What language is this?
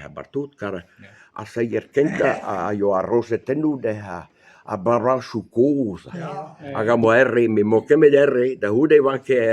Breton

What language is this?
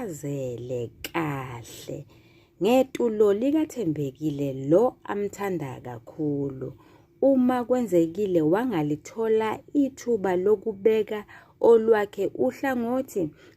Zulu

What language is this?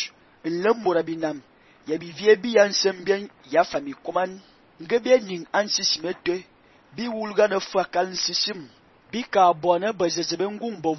Fang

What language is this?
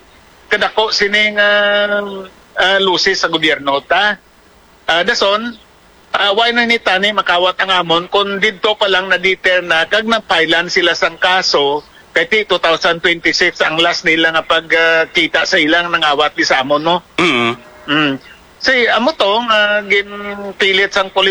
Hiligaynon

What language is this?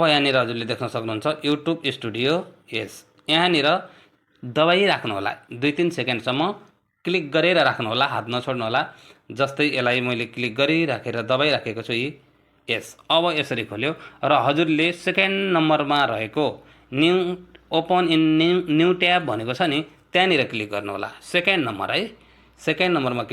Nepali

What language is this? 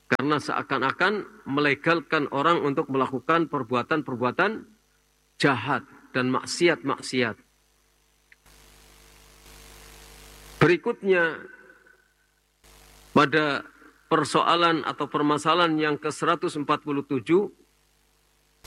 Indonesian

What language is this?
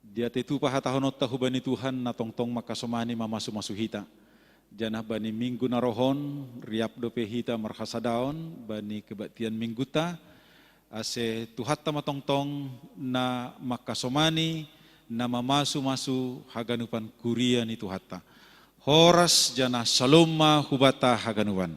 Batak Simalungun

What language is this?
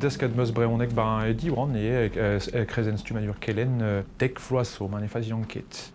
Breton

